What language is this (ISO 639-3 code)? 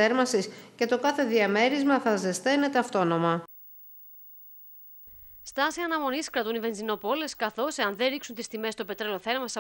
ell